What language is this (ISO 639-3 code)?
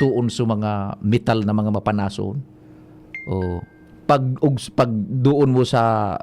bik